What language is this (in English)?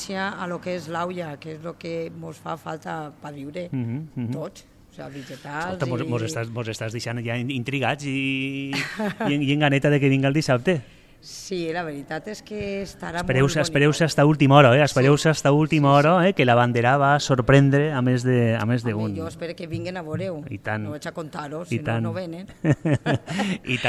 Catalan